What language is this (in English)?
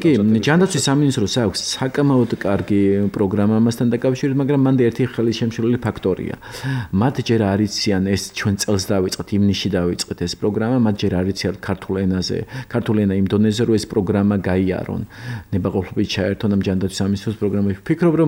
Georgian